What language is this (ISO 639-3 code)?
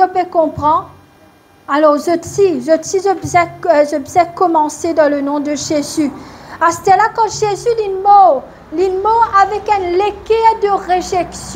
mfe